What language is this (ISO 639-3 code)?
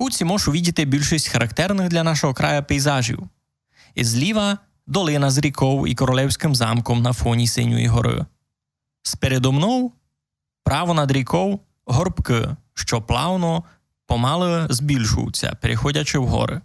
rue